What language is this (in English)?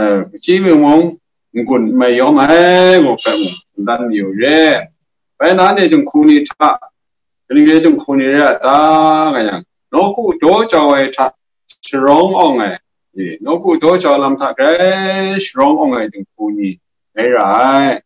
Kachin